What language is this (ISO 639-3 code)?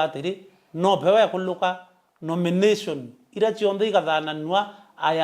mer